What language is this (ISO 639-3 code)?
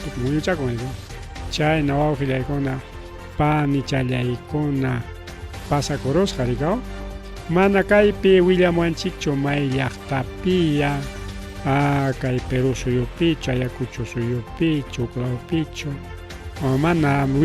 quy